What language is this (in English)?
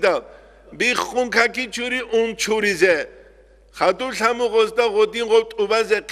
Avaric